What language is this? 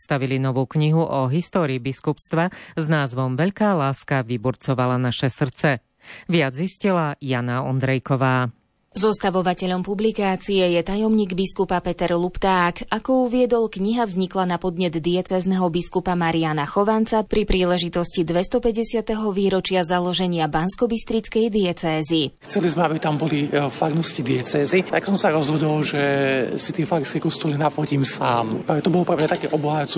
Slovak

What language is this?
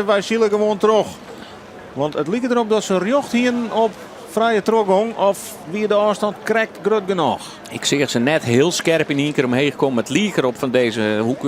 Western Frisian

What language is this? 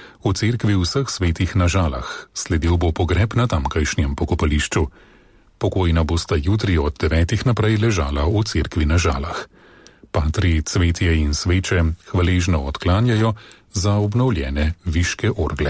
Slovenian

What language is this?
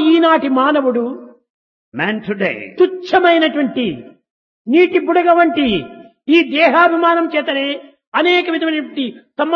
Telugu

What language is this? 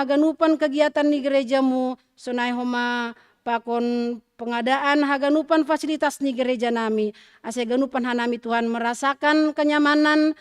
Batak Simalungun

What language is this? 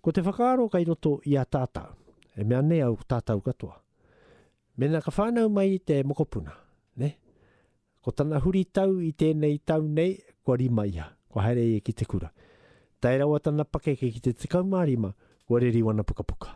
Māori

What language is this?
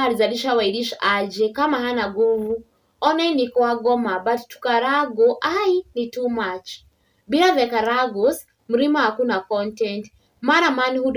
Kikuyu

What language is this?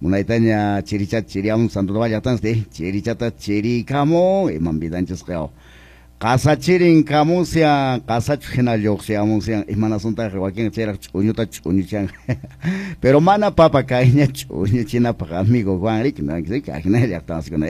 Quechua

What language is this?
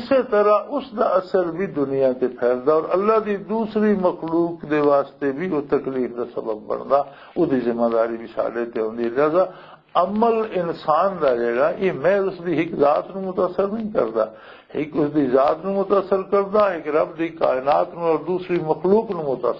Western Panjabi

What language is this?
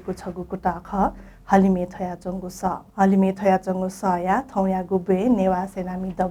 Newari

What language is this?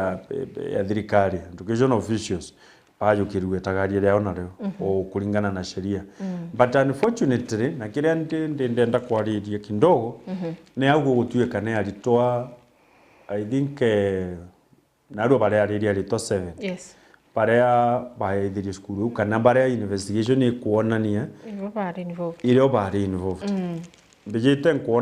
Meru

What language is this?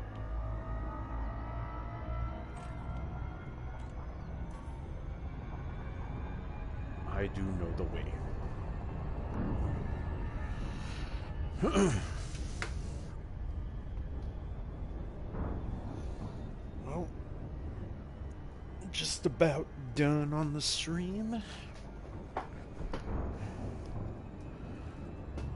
English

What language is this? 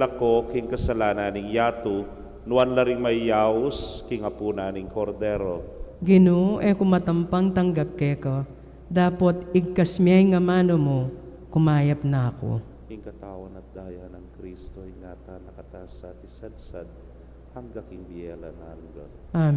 Pampanga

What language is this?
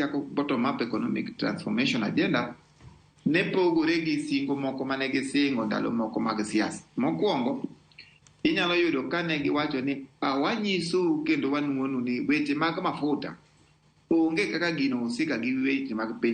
Luo (Kenya and Tanzania)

